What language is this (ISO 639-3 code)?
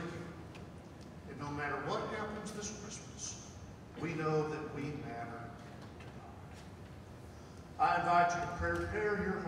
eng